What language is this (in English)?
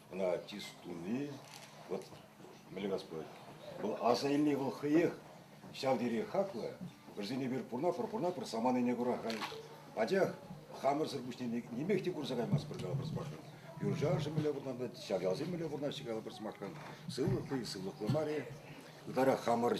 Chuvash